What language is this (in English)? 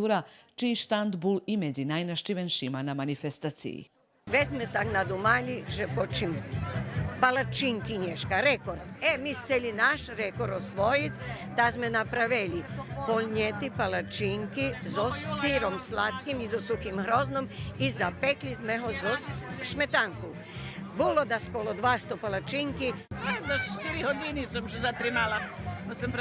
Rusyn